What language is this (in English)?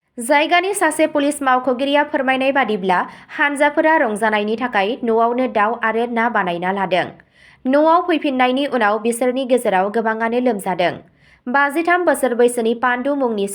Bodo